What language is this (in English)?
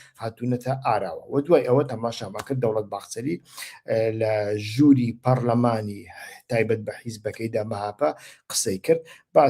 Central Kurdish